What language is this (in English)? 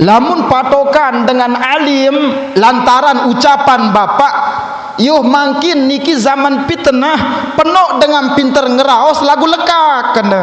Sasak